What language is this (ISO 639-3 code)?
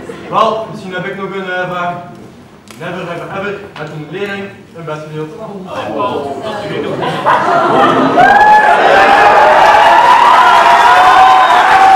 nld